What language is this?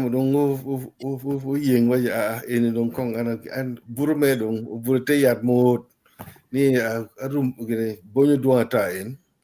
Acoli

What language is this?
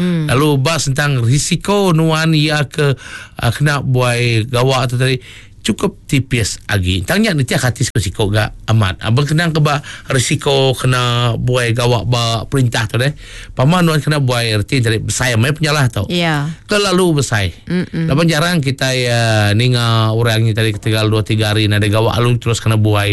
Iban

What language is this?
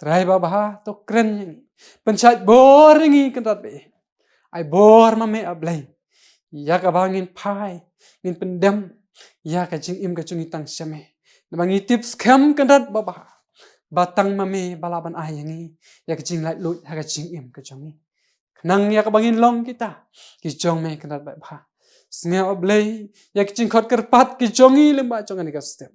Khasi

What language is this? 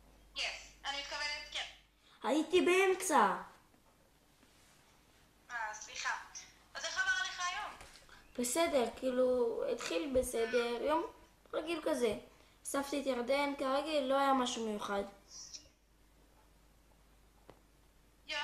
Hebrew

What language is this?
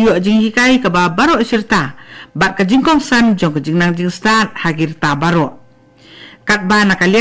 Khasi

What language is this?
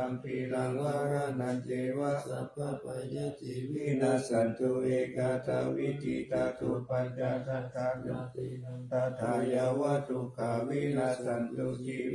Pali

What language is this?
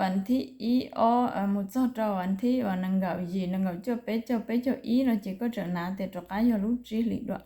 Hmong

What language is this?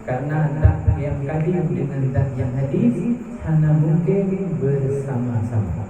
Achinese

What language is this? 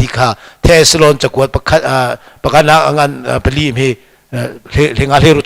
Hakha Chin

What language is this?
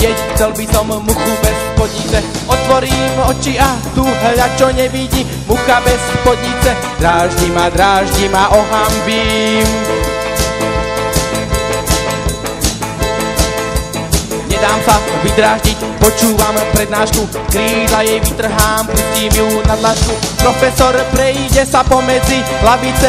Slovak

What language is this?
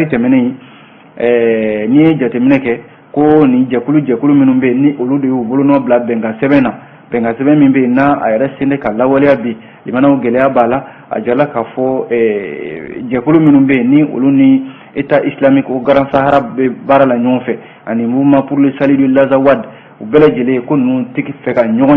Bambara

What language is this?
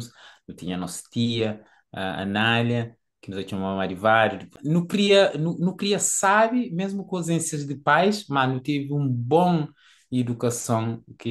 Kabuverdianu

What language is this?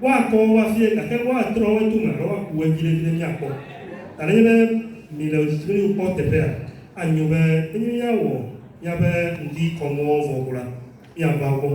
Ewe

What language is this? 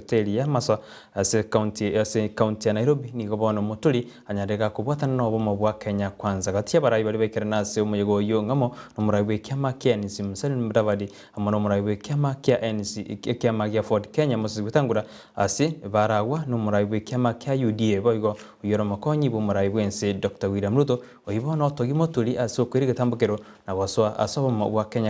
Gusii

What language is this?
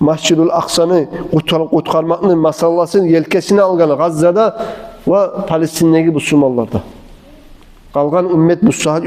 Kumyk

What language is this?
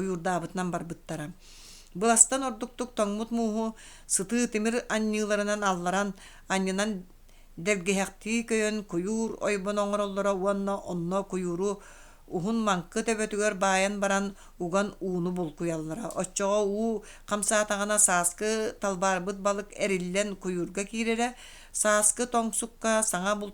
Yakut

